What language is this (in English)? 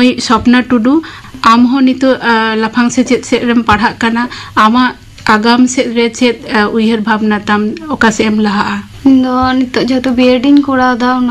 Santali